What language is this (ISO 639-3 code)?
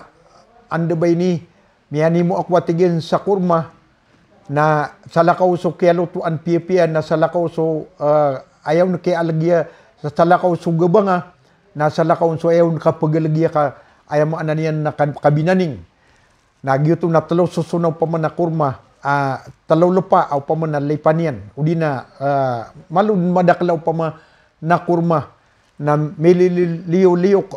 mrw